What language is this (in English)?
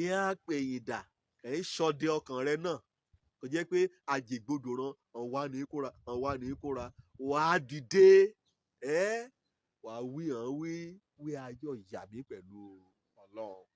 Yoruba